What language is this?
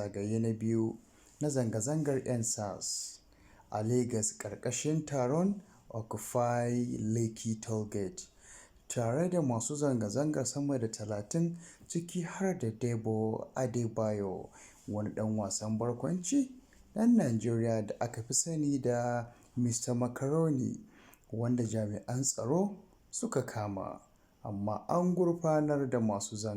Hausa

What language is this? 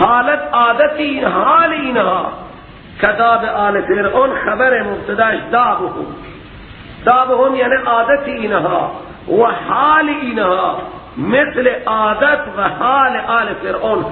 Persian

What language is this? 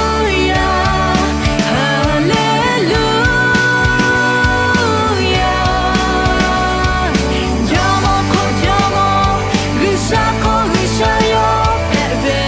Lahu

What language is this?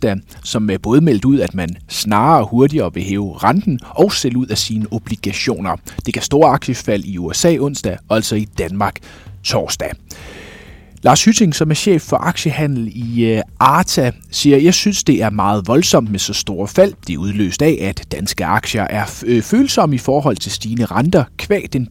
Danish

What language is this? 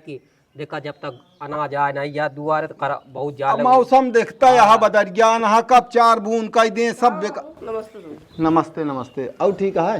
Awadhi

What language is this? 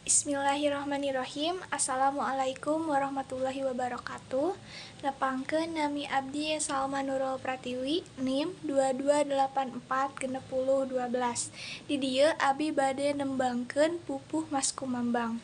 Sundanese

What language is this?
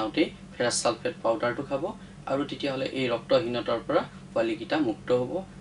Assamese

